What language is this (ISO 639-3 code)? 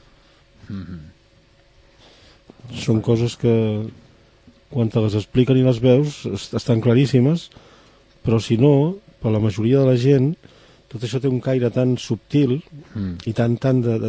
cat